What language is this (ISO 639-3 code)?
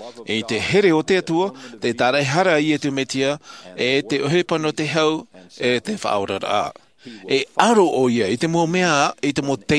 tah